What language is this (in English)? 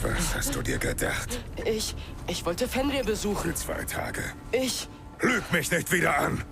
Bavarian